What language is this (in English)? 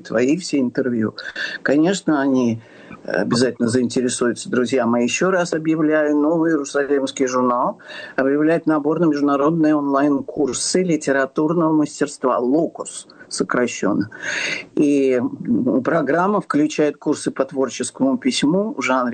Russian